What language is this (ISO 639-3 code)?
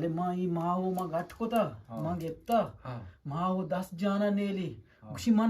bgp